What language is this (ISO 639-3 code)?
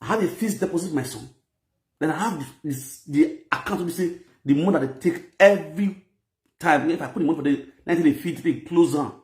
pcm